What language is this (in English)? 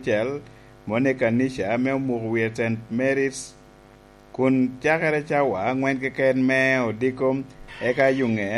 Lango (Uganda)